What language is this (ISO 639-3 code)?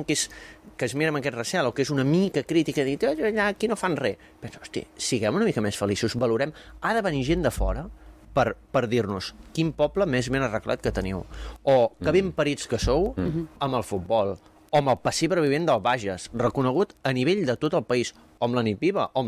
cat